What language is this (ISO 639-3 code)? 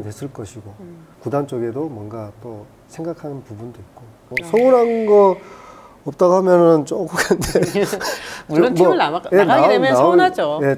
kor